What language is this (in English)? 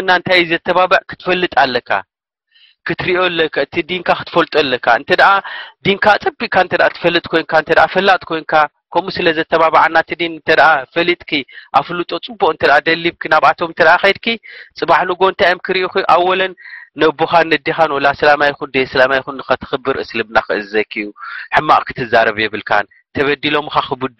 Tigrinya